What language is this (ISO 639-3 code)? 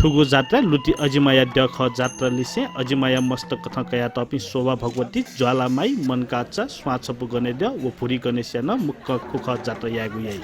new